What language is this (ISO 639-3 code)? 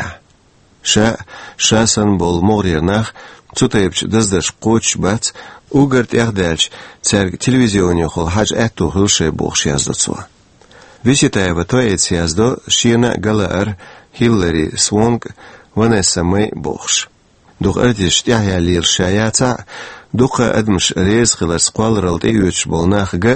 che